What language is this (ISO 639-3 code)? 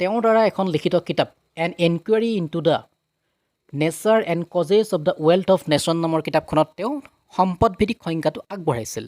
asm